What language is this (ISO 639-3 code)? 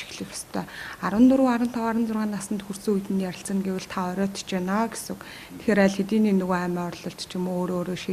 mon